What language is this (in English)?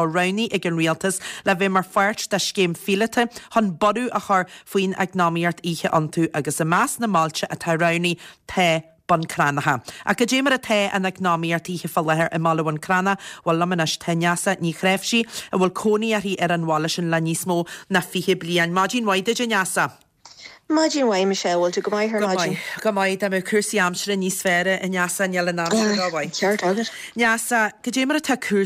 Irish